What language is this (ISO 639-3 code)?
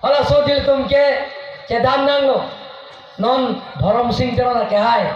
mjw